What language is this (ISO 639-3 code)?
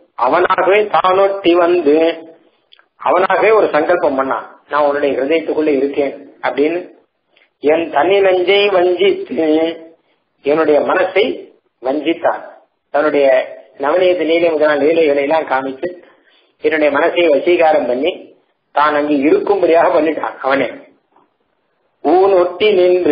tam